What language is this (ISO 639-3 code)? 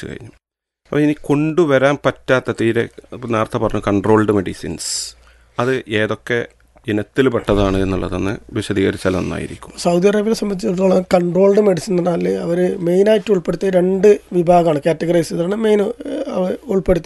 mal